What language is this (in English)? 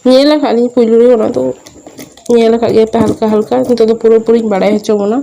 Santali